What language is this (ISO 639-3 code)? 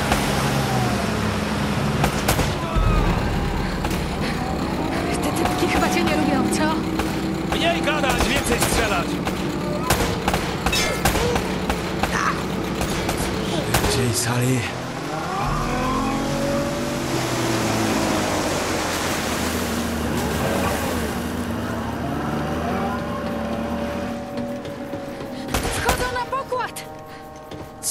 pol